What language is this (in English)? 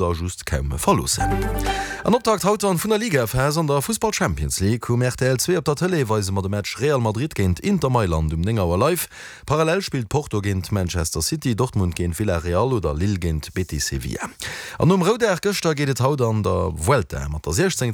Luxembourgish